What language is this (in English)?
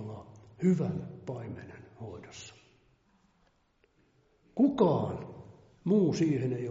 Finnish